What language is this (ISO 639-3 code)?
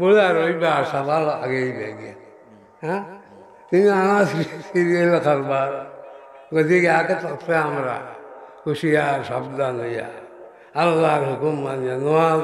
syl